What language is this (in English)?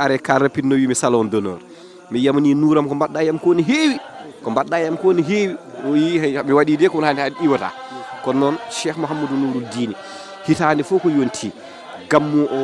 Fula